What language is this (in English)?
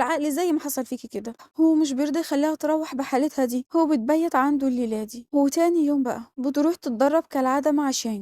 Egyptian Arabic